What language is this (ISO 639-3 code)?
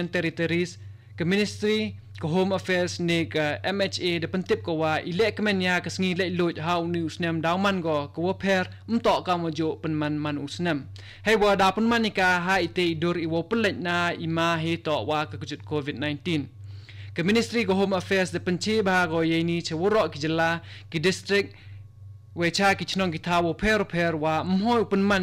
kha